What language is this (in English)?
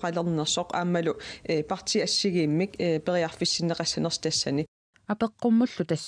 Kalaallisut